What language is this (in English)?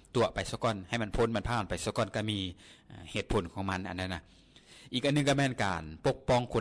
Lao